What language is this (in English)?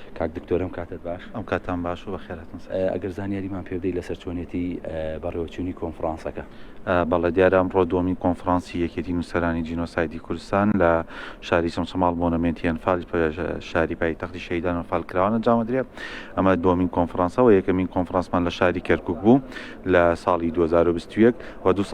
Central Kurdish